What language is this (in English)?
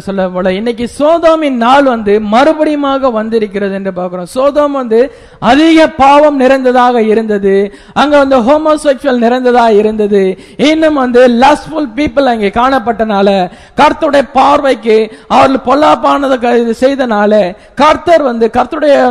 Tamil